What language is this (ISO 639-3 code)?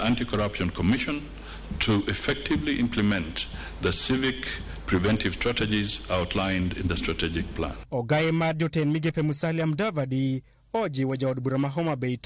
luo